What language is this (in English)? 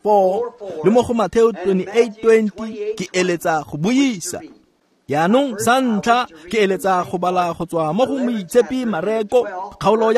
Tswana